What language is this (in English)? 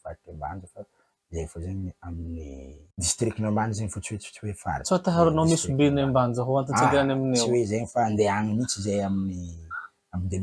Malagasy